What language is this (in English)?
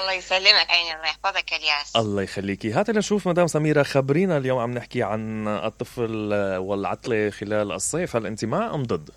Mesopotamian Arabic